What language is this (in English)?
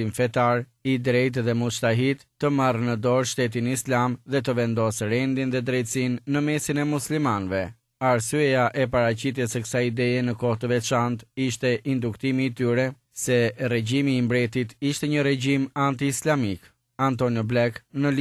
Albanian